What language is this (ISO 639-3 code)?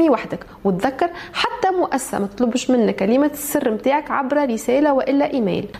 aeb